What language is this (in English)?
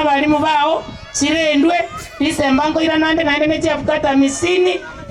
Gusii